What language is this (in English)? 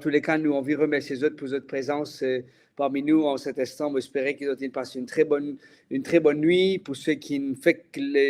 Morisyen